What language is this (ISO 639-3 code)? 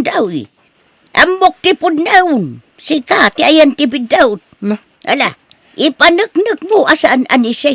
ilo